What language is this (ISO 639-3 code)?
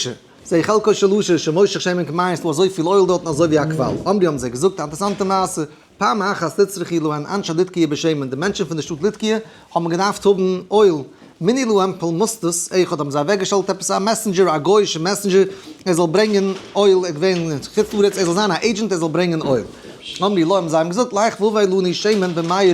yid